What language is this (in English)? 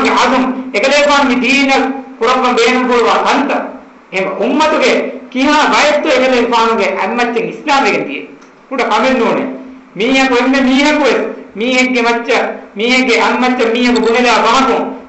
Divehi